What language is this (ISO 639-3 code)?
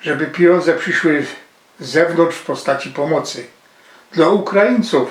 szl